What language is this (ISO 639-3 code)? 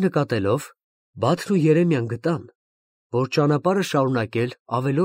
hye